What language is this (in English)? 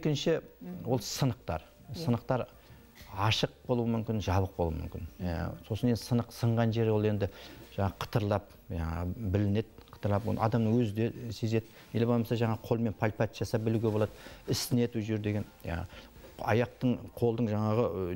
Kazakh